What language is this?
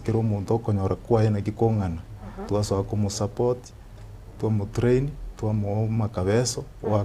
Gusii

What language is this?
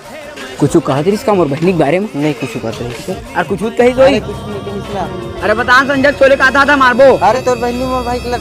Chhattisgarhi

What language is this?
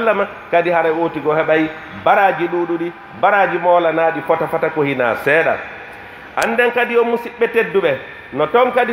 Pular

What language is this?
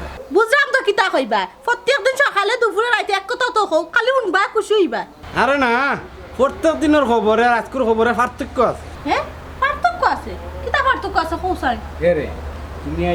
Sylheti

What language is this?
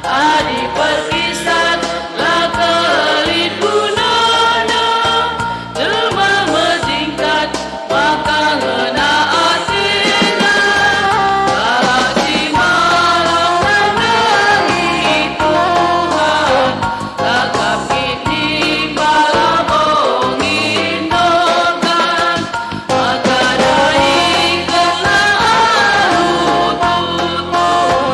Batak Karo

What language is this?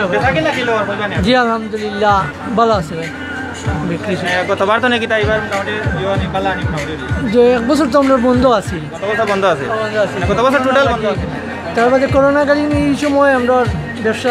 Sylheti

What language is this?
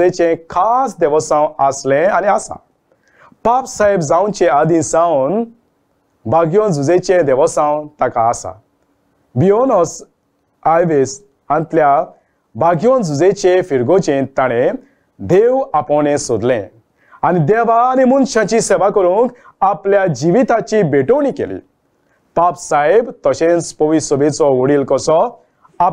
Konkani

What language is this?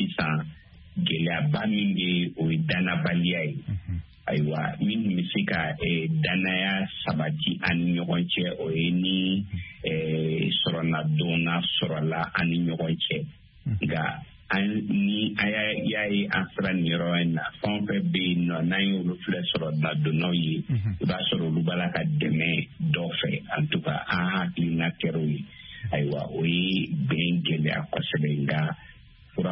Bambara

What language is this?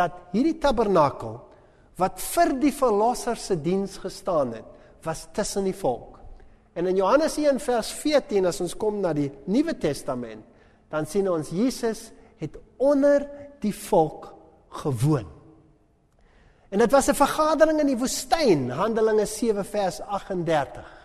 Afrikaans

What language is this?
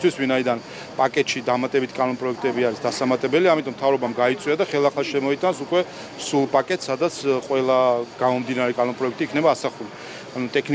Georgian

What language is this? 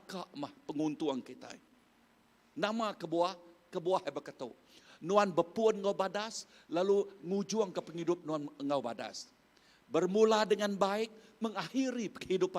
Iban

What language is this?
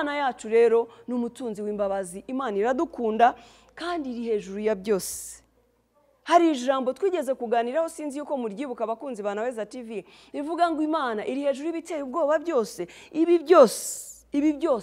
Kinyarwanda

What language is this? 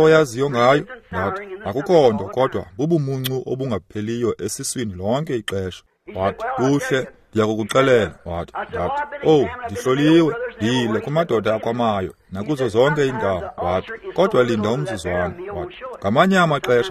Xhosa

